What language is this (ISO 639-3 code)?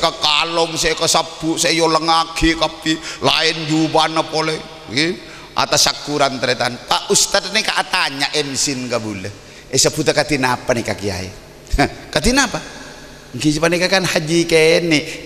mad